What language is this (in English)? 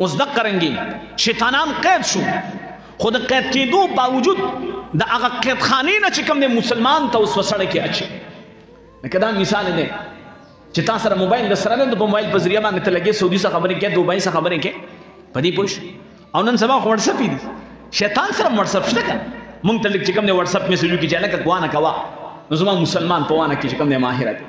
Pashto